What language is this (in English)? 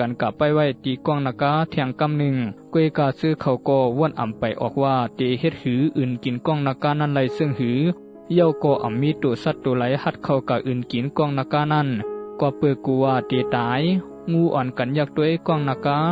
Shan